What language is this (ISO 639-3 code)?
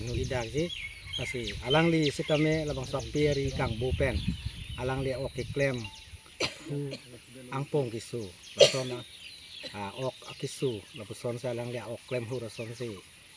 mjw